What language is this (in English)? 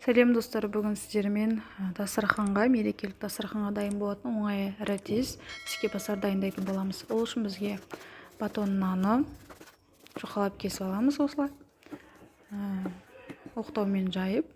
Kazakh